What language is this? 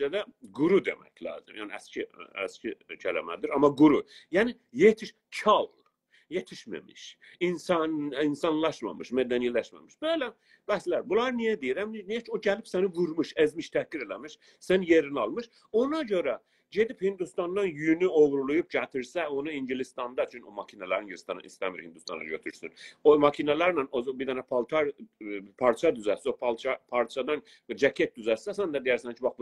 South Azerbaijani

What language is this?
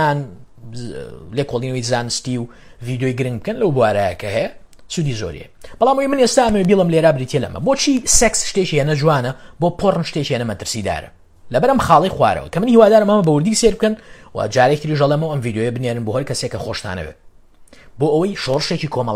Central Kurdish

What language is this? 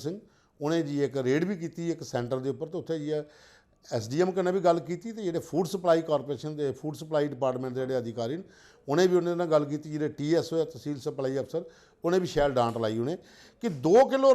Dogri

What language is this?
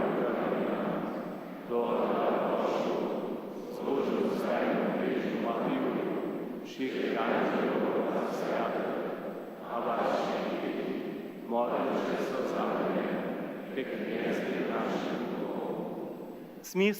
Upper Sorbian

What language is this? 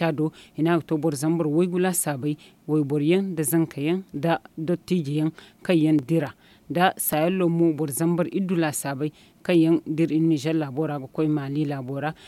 Zarma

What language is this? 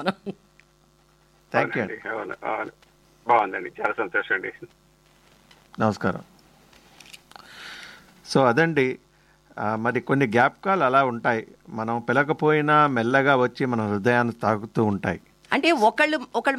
Telugu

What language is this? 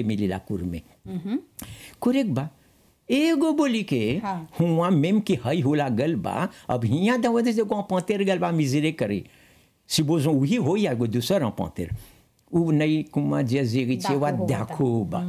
Bhojpuri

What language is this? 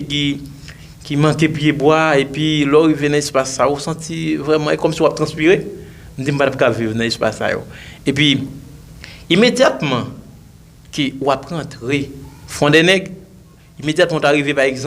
Haitian Creole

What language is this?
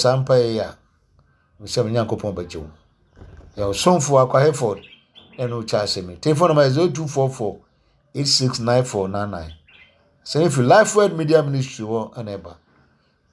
Akan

